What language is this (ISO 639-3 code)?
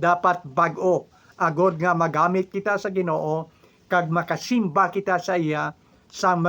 hil